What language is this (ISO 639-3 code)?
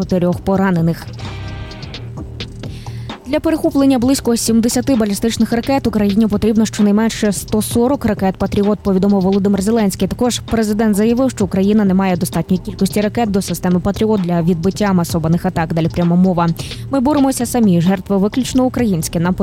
ukr